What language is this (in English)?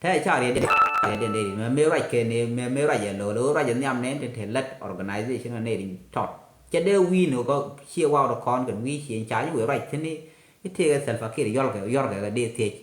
Nuer